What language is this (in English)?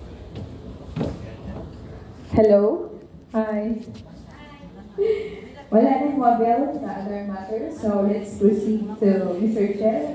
Filipino